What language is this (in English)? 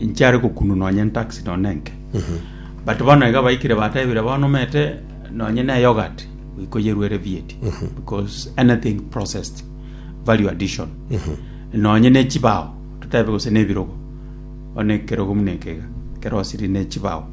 Gusii